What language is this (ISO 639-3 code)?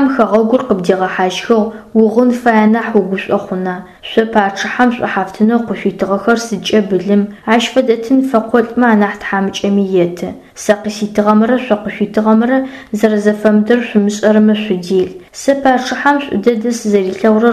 ady